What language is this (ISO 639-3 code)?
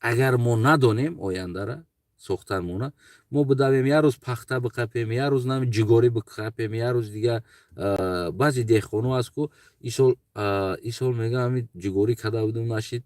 tgk